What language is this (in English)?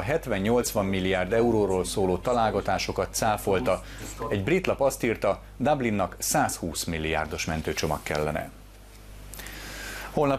Hungarian